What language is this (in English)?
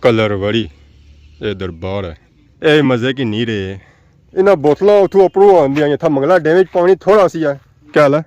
Pahari-Potwari